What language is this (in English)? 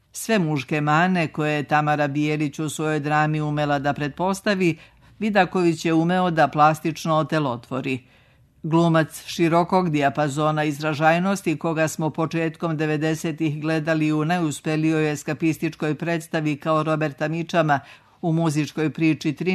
Serbian